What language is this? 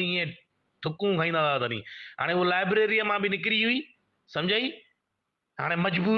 Sindhi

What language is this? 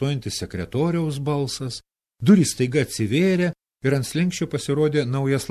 Lithuanian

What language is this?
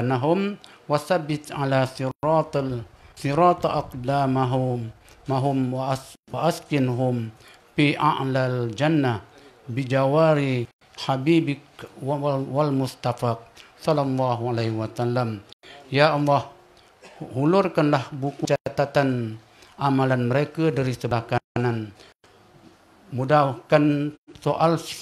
Malay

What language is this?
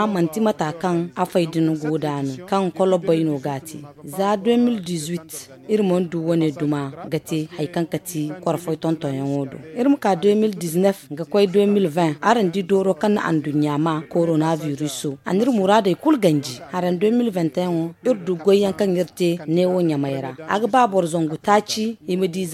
Zarma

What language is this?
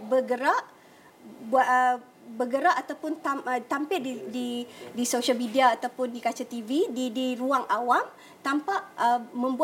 Malay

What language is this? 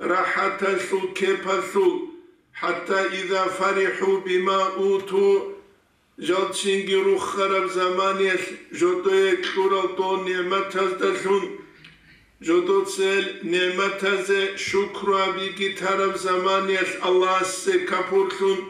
Avaric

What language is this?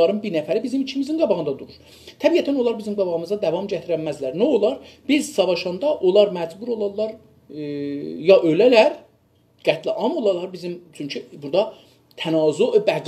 South Azerbaijani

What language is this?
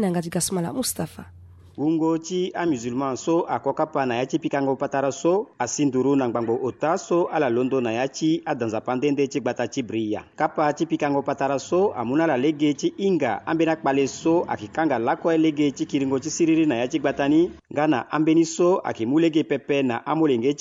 Sango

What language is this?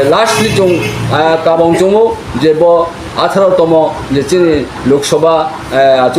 Riang (India)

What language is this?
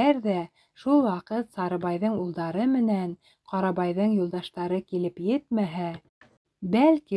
Bashkir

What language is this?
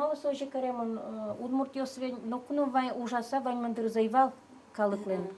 Udmurt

